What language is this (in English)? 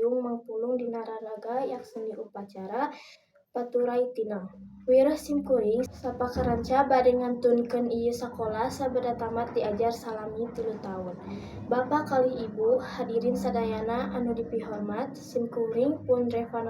Sundanese